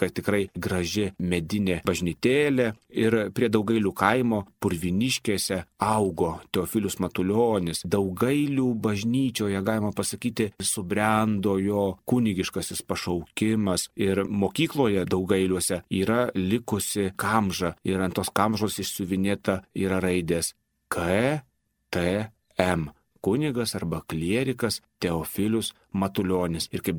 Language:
Lithuanian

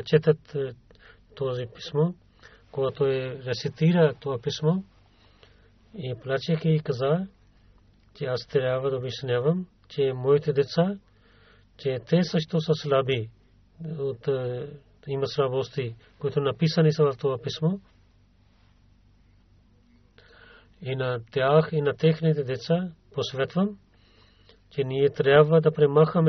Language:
Bulgarian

